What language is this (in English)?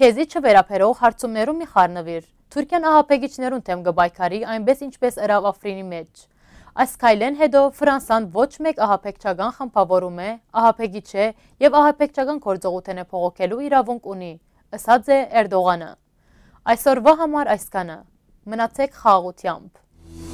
Western Armenian